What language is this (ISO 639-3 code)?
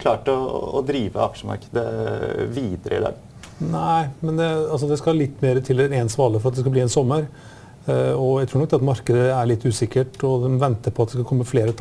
nor